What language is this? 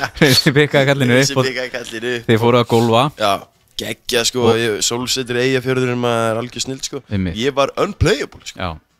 Icelandic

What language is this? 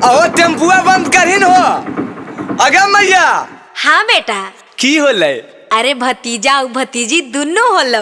Magahi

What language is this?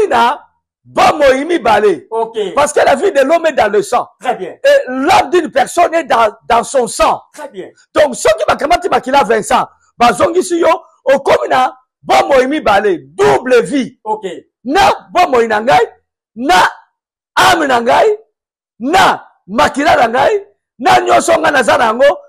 Lingala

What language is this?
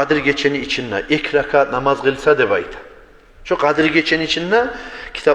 Kumyk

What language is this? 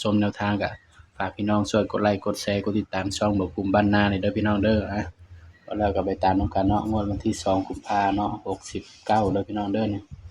Northeastern Thai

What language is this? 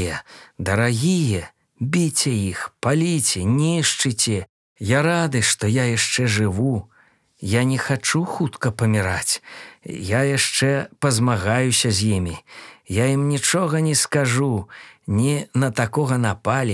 Belarusian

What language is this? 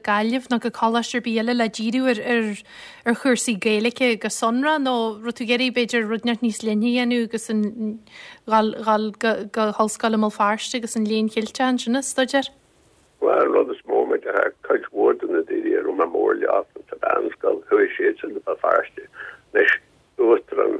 Irish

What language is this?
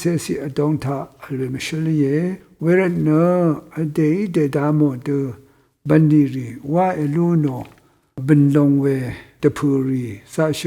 Rawang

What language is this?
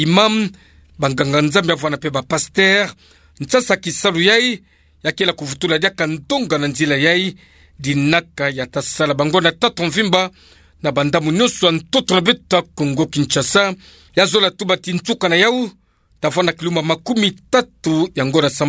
Kituba (Democratic Republic of Congo)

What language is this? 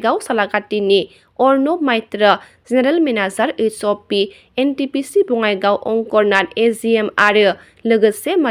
Bodo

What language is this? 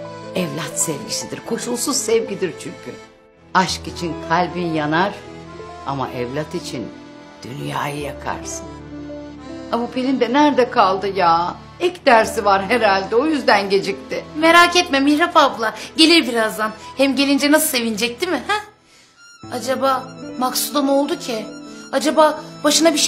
Turkish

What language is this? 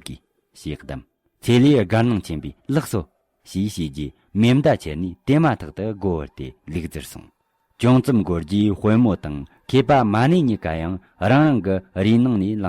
Tibetan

